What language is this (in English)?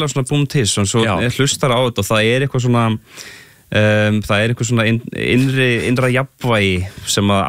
Icelandic